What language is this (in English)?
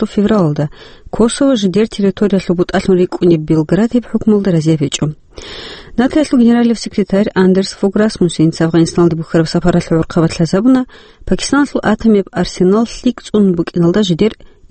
Avaric